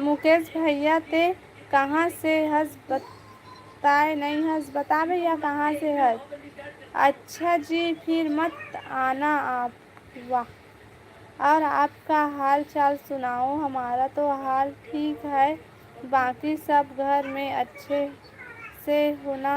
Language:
Chhattisgarhi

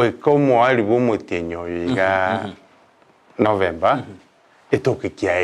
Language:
Gusii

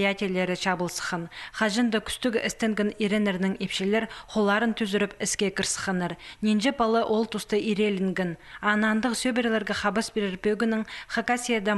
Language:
Khakas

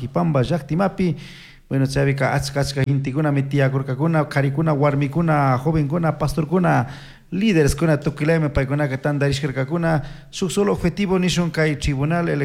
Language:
Chimborazo Highland Quichua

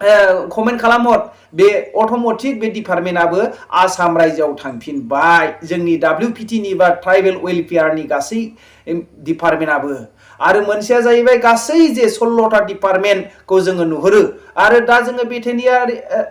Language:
Bodo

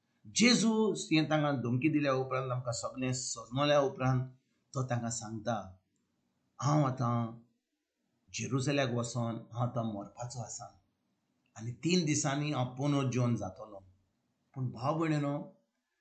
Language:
Konkani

